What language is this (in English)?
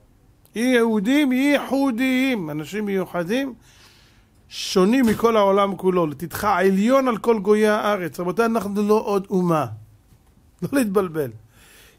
Hebrew